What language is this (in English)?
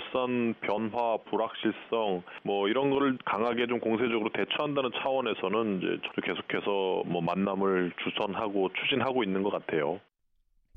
Korean